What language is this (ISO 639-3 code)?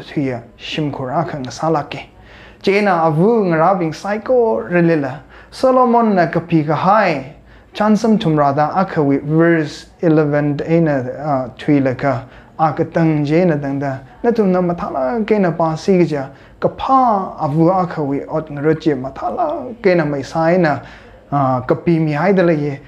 nmf